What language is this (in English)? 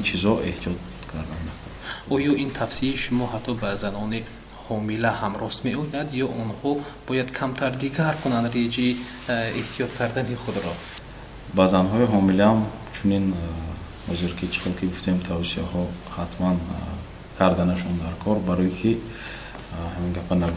Tajik